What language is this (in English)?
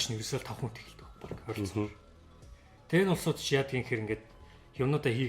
Mongolian